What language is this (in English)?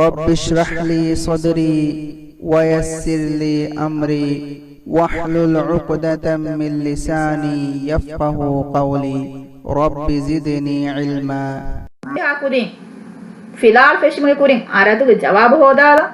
Divehi